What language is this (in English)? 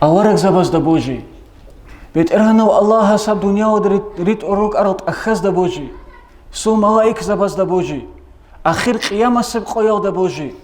Avaric